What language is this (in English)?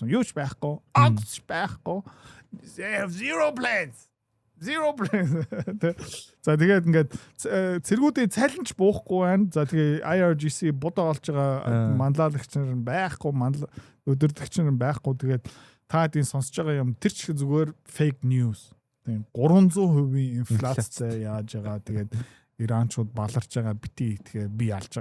Mongolian